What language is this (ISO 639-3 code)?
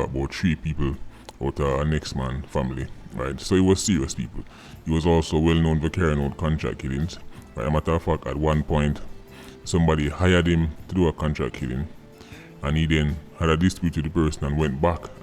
jam